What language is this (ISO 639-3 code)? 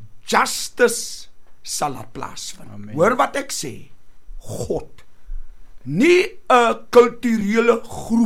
afr